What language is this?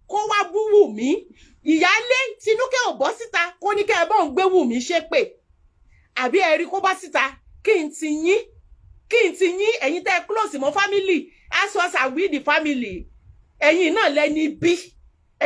Yoruba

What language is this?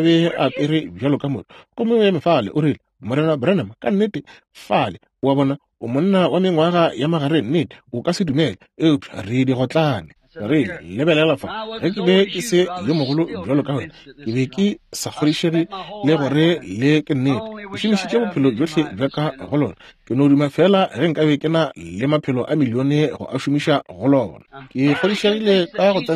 Northern Sotho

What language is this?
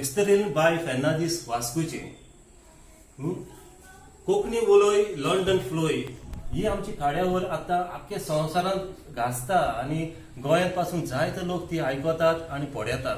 Konkani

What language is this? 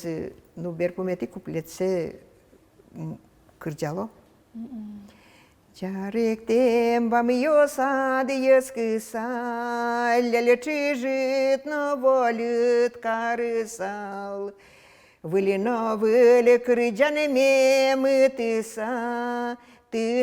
Udmurt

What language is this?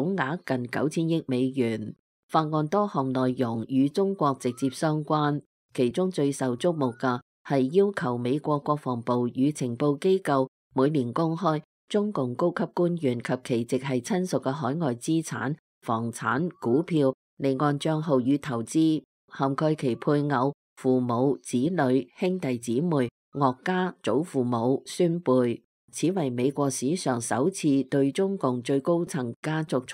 Cantonese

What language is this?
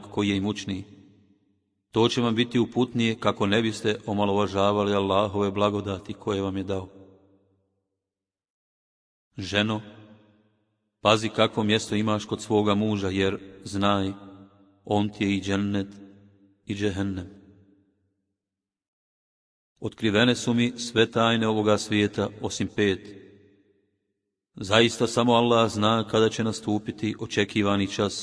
Bosnian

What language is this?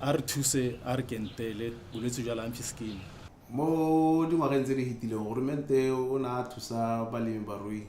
Tswana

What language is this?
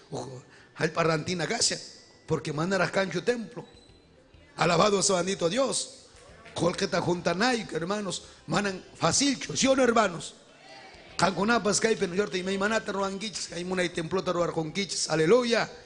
Ayacucho Quechua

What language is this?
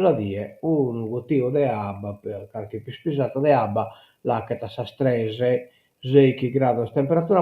Sardinian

